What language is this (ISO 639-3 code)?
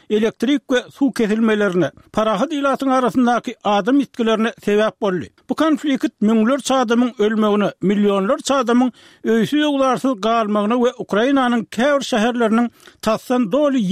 tuk